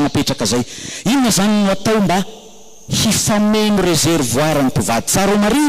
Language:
Malagasy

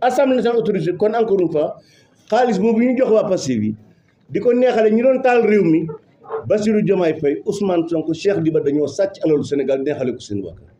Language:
Wolof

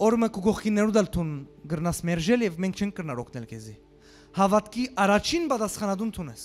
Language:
Western Armenian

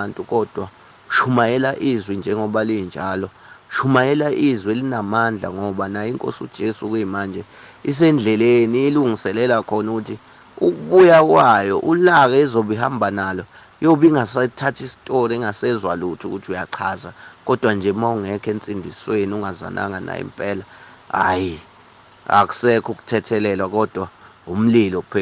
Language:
Zulu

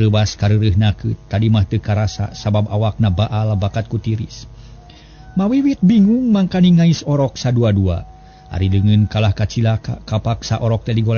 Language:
Sundanese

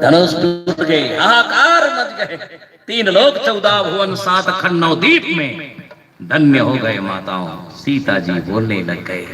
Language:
Chhattisgarhi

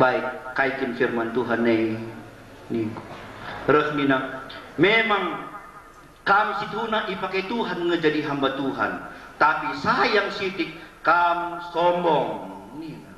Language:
Batak Karo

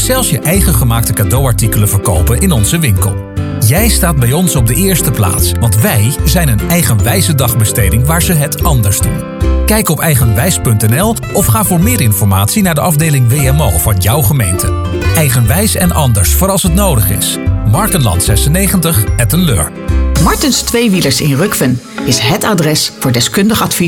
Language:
Dutch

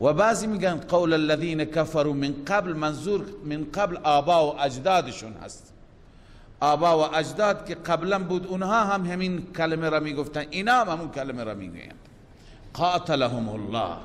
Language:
Persian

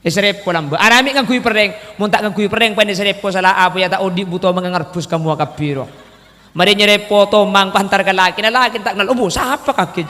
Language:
Madurese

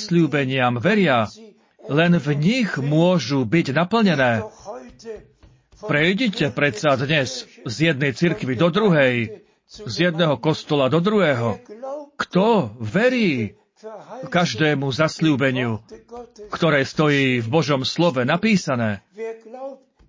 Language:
Slovak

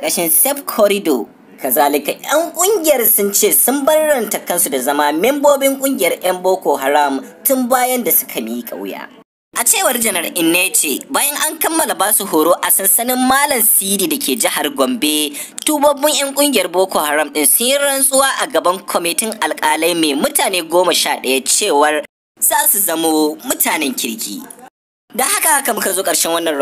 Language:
Hausa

